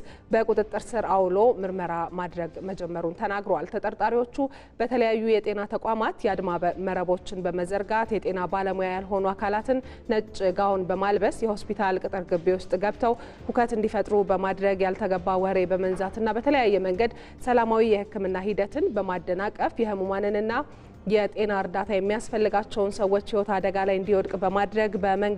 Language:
Amharic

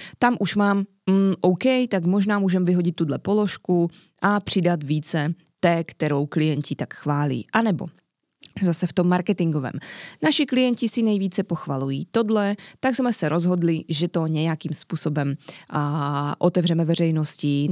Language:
Czech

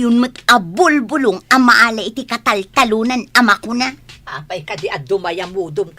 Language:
Iloko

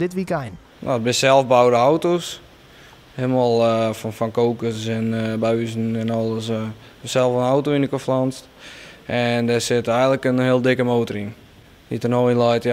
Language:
Western Frisian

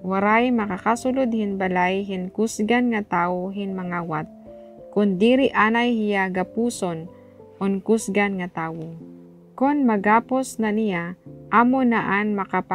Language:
Waray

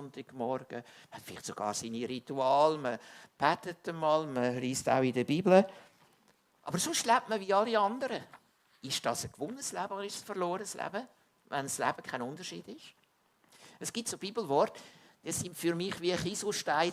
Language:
Swiss German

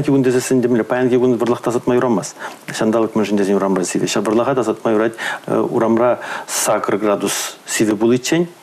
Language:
Chuvash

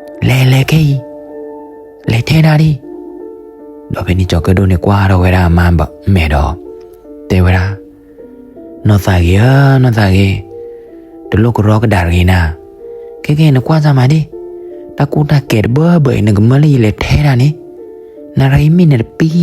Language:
S'gaw Karen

